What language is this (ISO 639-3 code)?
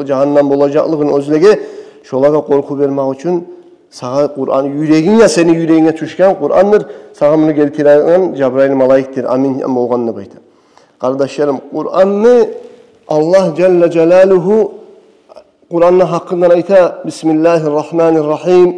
kum